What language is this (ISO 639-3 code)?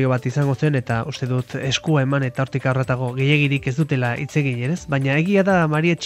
eus